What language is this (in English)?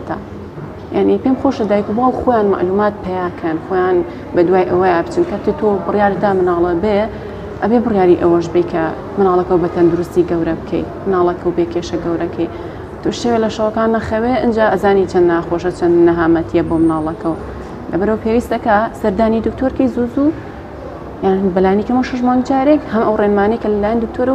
Central Kurdish